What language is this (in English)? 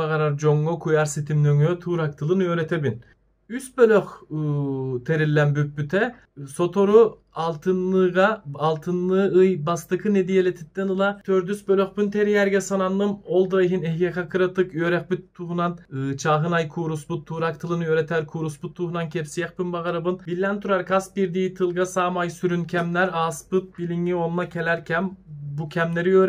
Yakut